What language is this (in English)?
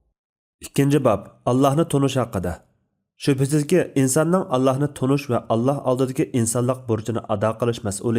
Uyghur